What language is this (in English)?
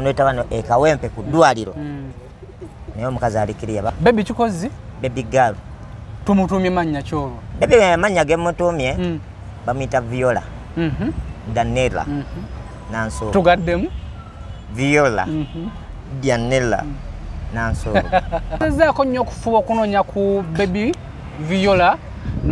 Ganda